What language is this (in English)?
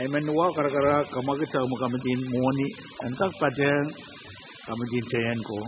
Pohnpeian